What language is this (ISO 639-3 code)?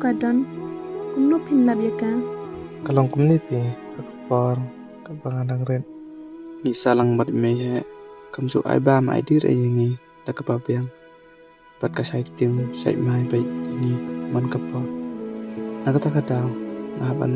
kha